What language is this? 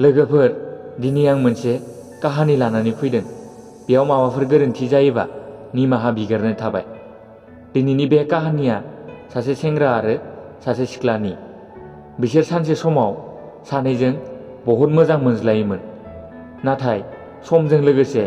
Bodo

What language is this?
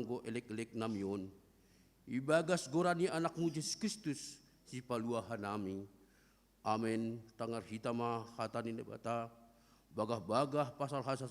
Batak Simalungun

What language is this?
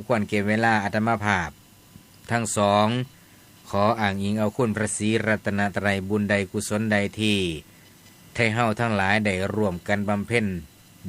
Northeastern Thai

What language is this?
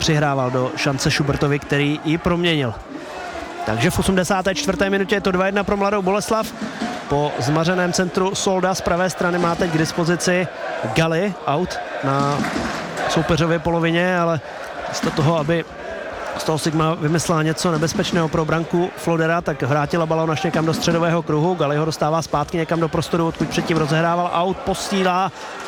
Czech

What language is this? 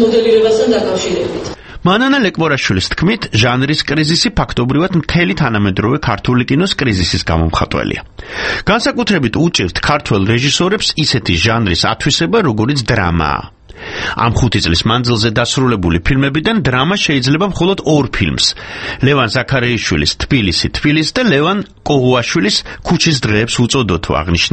Georgian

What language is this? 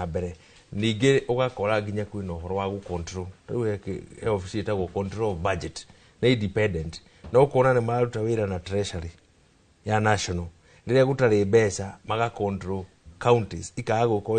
Kikuyu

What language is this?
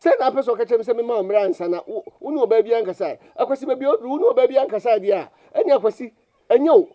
Akan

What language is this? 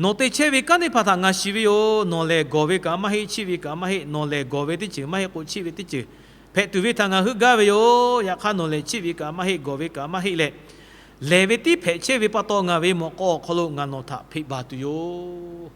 Lahu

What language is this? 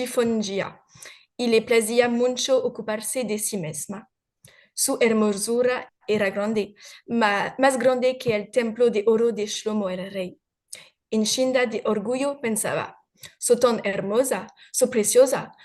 Ladino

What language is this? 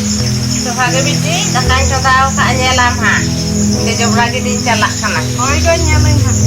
Santali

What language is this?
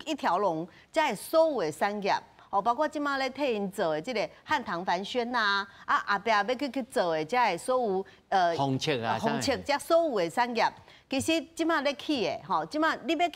Min Nan Chinese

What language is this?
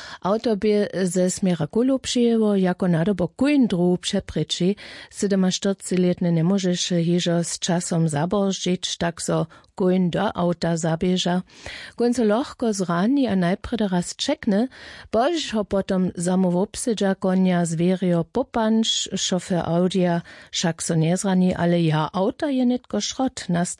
Upper Sorbian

